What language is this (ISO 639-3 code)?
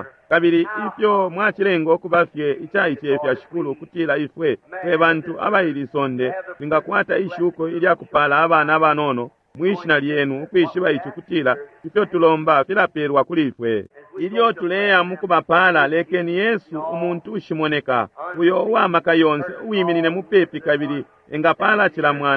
bem